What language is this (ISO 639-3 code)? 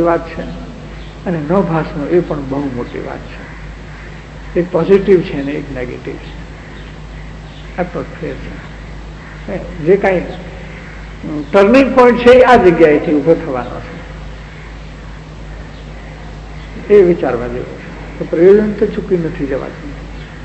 guj